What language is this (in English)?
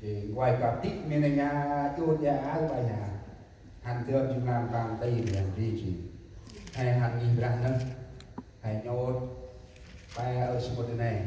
Central Mnong